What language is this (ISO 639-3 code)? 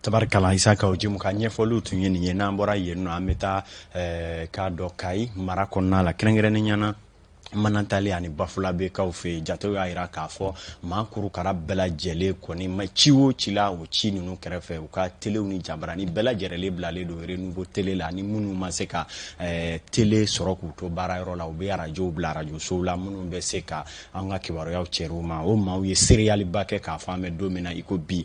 bam